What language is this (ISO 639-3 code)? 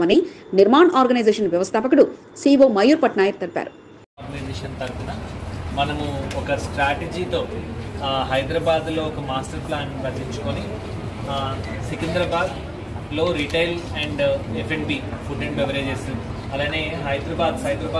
tel